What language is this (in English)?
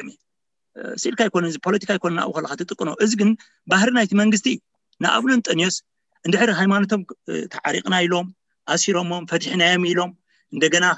Tigrinya